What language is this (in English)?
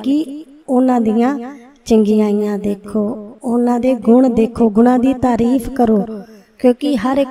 Punjabi